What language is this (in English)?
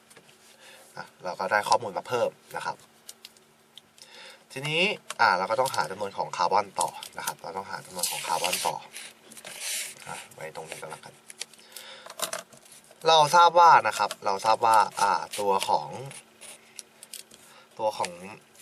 Thai